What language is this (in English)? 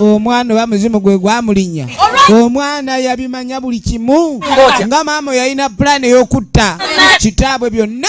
Ganda